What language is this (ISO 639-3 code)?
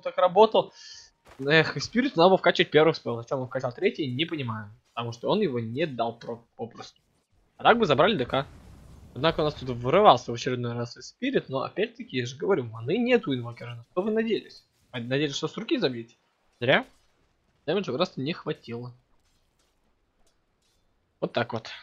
rus